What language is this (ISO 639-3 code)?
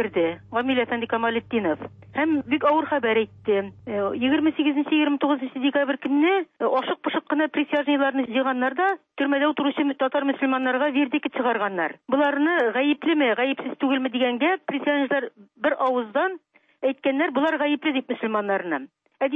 tat